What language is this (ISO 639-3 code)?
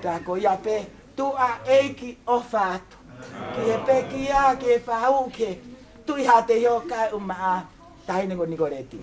ton